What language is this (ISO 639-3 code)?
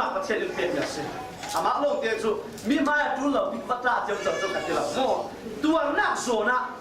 cfm